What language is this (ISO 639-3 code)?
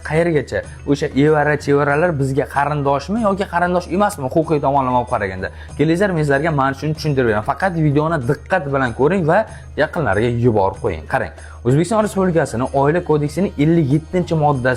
uzb